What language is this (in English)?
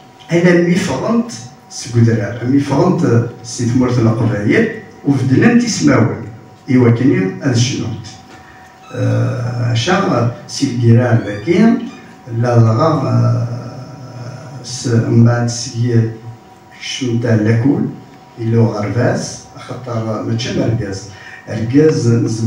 Kabyle